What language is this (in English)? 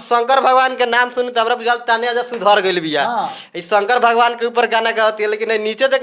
Bhojpuri